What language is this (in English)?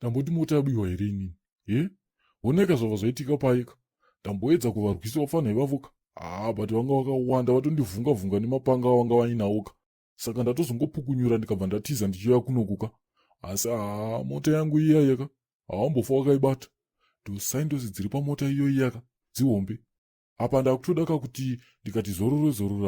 Shona